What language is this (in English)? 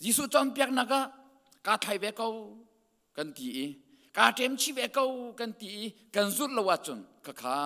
Hakha Chin